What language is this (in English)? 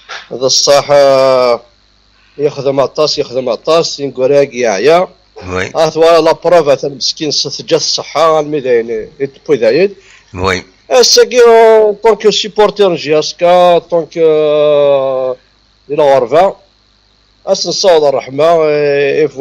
Kabyle